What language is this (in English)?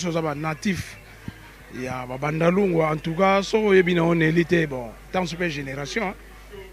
Lingala